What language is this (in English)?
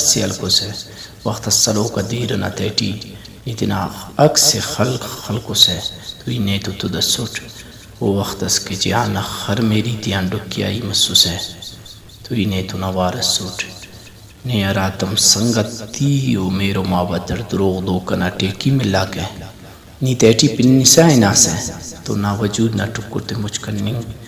Brahui